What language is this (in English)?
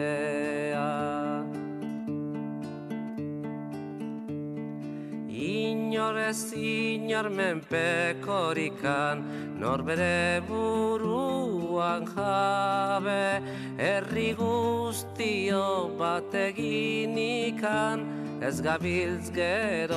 Basque